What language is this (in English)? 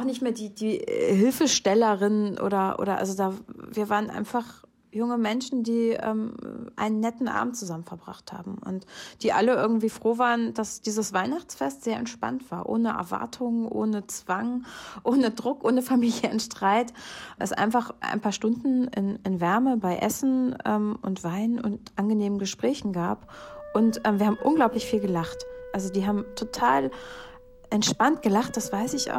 German